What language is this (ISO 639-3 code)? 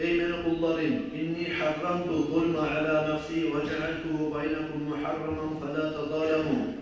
kum